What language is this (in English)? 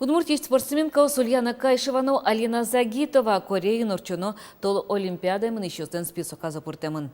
Udmurt